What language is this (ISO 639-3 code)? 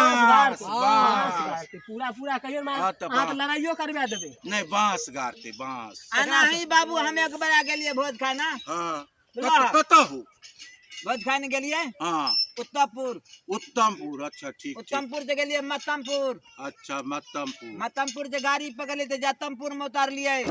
mai